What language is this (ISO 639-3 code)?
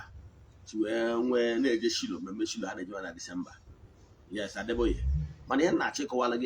ibo